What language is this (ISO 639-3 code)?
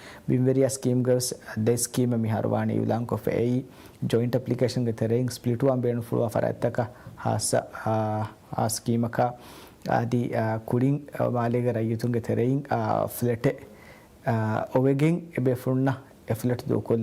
div